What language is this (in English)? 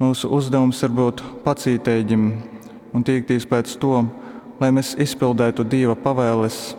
Latgalian